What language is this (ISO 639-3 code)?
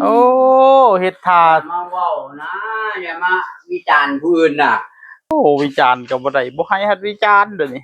tts